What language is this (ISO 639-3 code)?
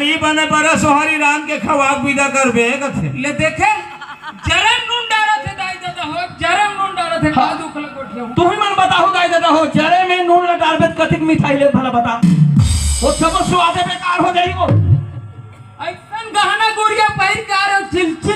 hne